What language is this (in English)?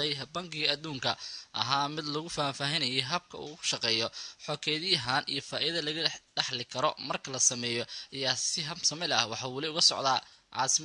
Somali